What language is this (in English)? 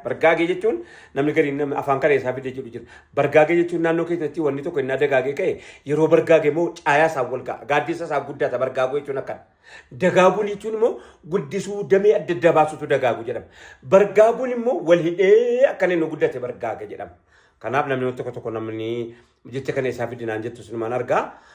Oromo